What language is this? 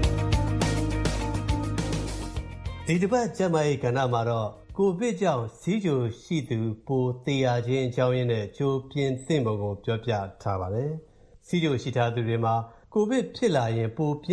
Burmese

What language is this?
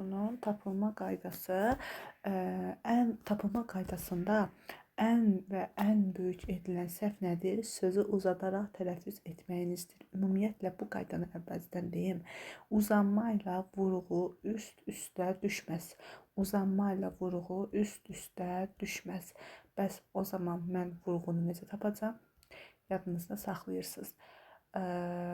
Azerbaijani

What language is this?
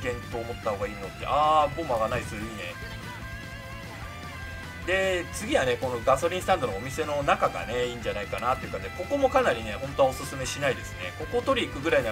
Japanese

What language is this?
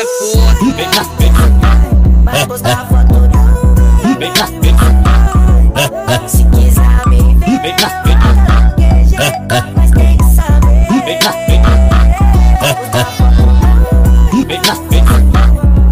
Portuguese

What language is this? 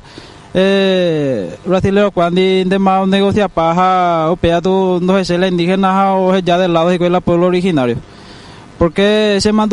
Guarani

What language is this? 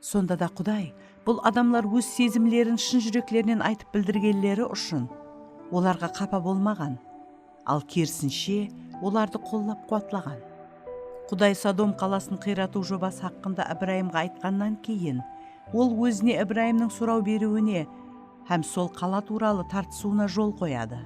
Kara-Kalpak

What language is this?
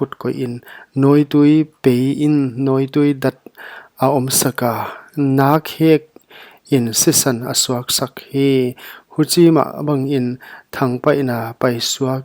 Paite Chin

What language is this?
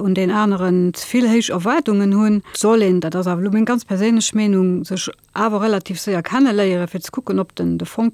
Luxembourgish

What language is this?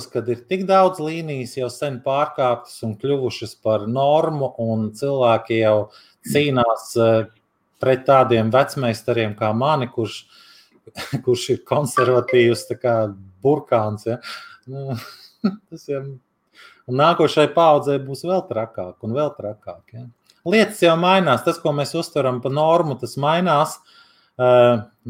Latvian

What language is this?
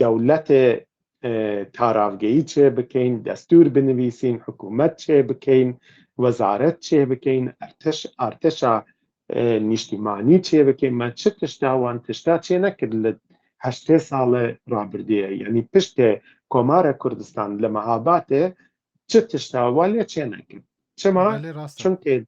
Kurdish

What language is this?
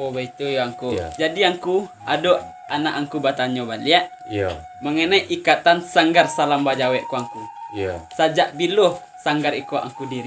Minangkabau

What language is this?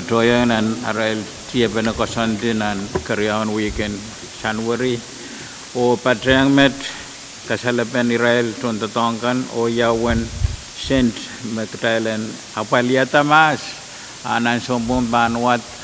Pohnpeian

